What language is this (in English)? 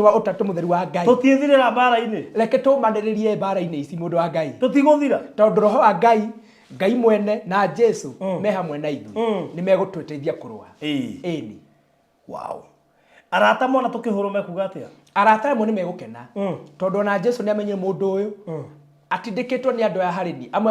Kikuyu